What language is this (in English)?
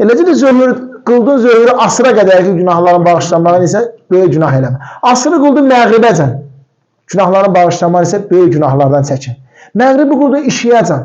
Azerbaijani